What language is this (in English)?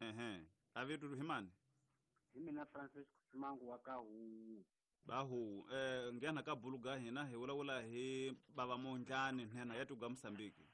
Tsonga